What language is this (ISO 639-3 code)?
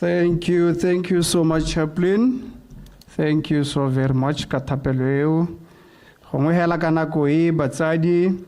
tsn